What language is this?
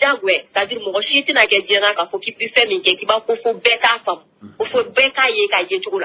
Bambara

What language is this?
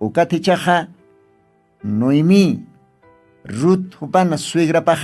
Aymara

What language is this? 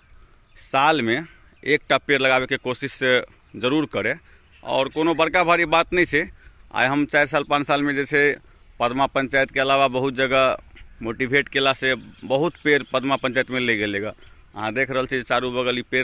Maithili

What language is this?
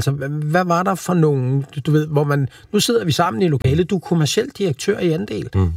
Danish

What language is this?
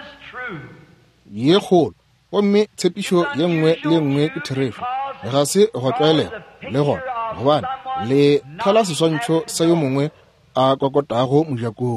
Northern Sotho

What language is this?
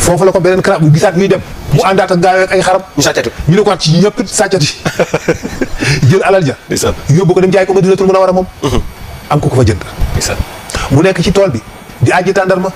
Wolof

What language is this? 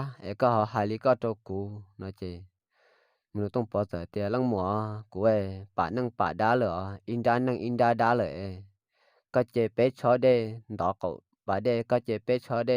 Hmong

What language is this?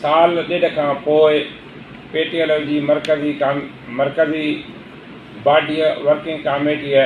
Sindhi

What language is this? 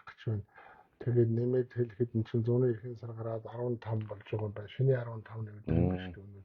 Mongolian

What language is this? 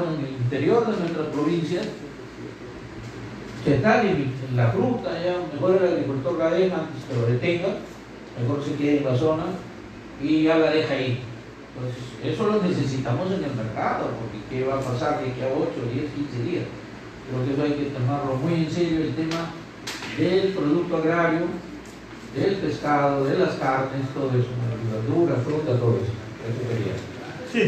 Spanish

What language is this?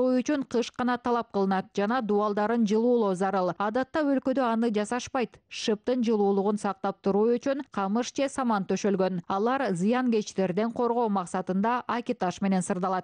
Kyrgyz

